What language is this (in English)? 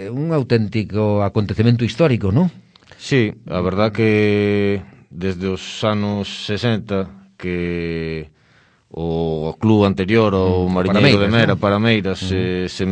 Galician